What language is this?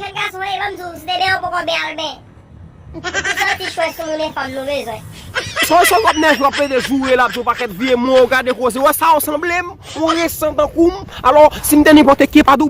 Haitian Creole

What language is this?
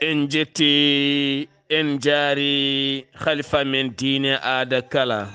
Fula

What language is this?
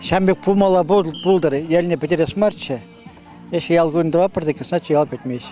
Chuvash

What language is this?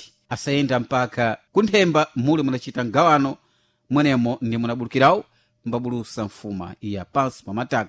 Sena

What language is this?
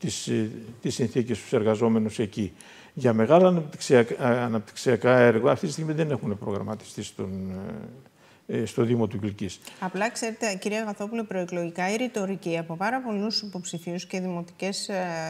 Greek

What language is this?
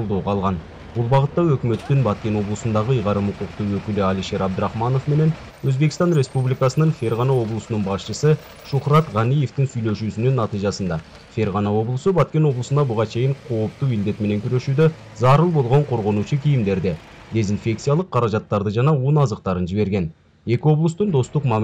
Kyrgyz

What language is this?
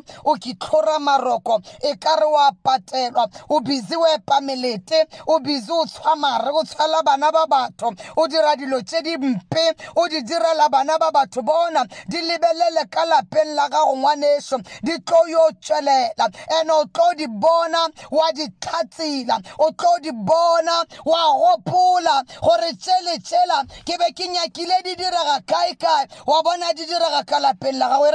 Northern Sotho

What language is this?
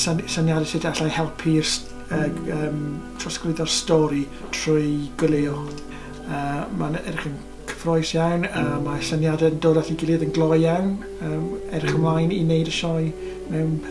Welsh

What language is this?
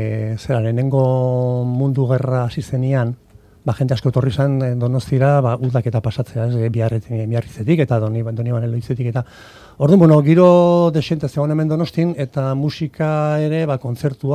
Basque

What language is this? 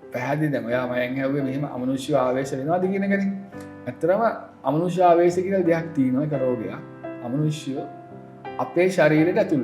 Sinhala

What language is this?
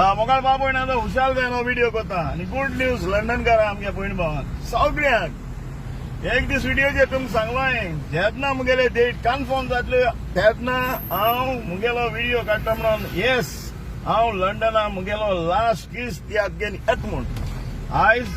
Konkani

